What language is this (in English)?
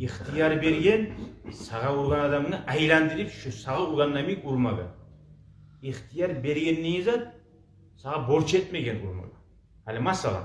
Kumyk